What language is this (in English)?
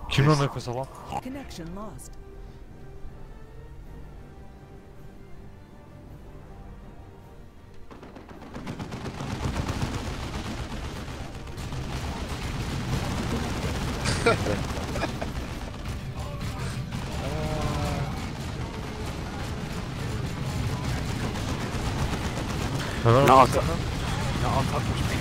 Turkish